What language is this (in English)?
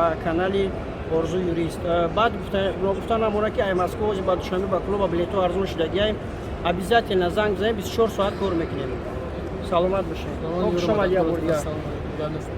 Tajik